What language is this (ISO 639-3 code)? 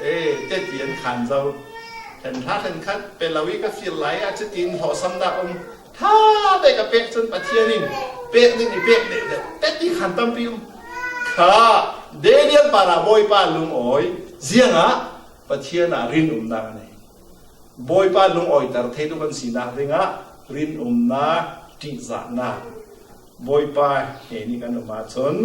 cfm